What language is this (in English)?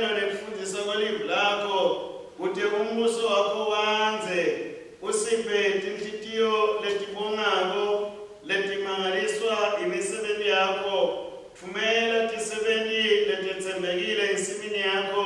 Swati